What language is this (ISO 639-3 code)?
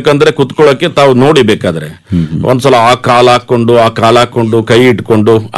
kan